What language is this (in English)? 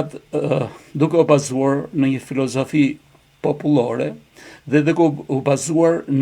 Albanian